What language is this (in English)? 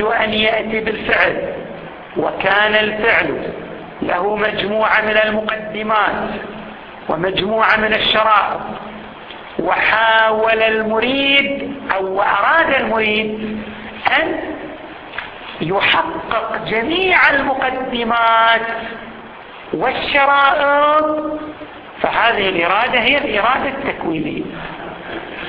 Arabic